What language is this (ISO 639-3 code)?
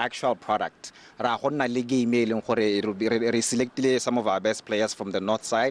tsn